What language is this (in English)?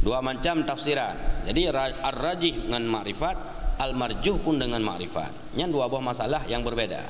Achinese